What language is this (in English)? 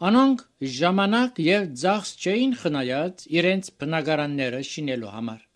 Armenian